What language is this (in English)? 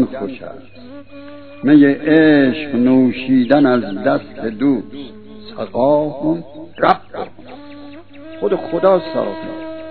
Persian